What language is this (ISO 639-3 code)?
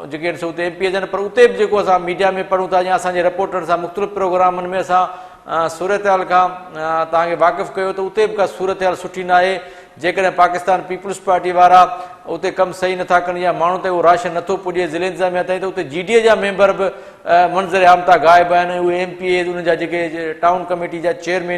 snd